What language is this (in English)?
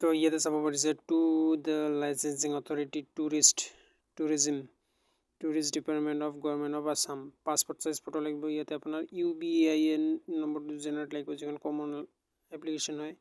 Assamese